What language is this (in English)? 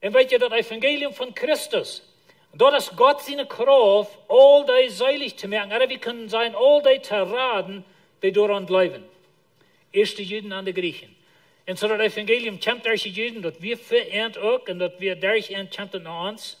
Plautdietsch